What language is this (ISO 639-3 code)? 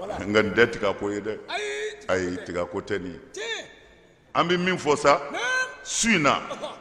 bam